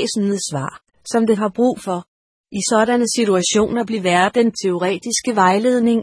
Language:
Danish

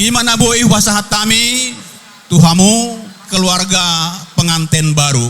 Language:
Batak Toba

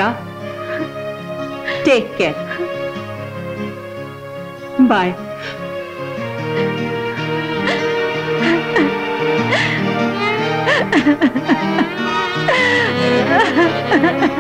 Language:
Gujarati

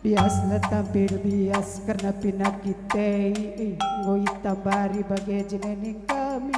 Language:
Batak Karo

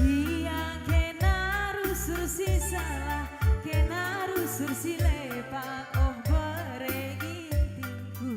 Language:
Batak Karo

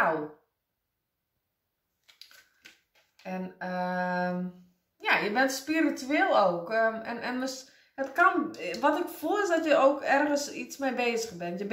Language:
Dutch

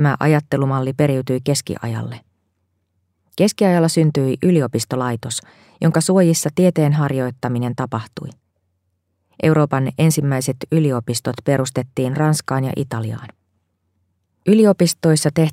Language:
Finnish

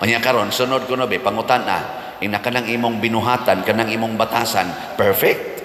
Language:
Cebuano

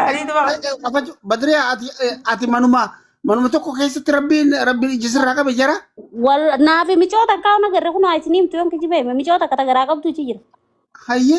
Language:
Oromo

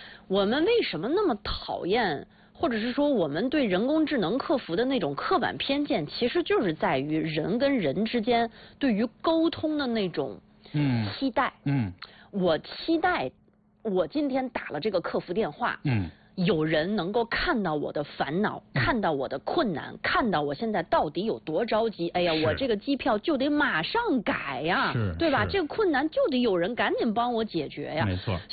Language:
Chinese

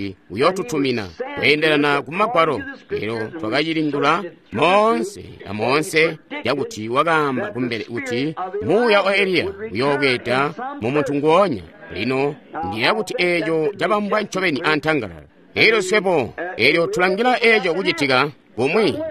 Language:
Tonga (Zambia)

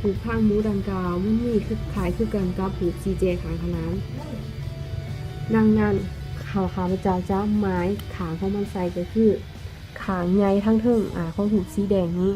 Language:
Lao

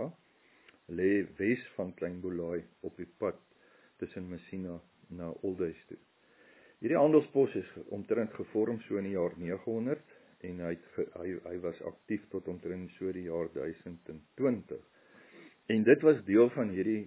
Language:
Afrikaans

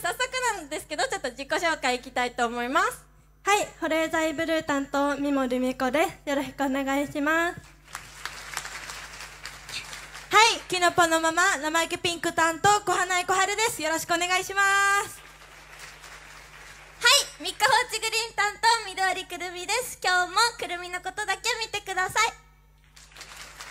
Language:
Japanese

